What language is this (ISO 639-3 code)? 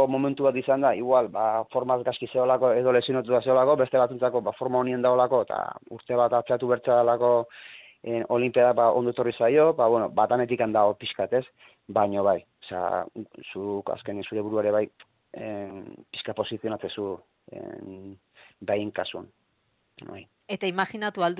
eus